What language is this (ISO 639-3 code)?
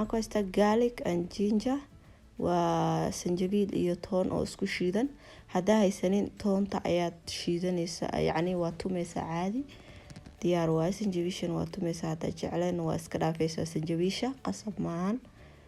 som